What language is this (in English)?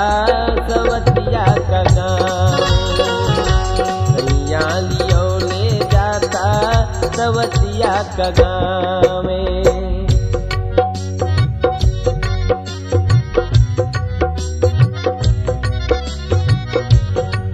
Bhojpuri